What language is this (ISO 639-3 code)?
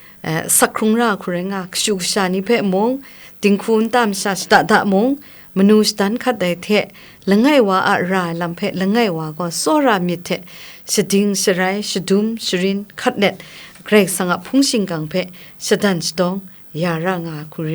kac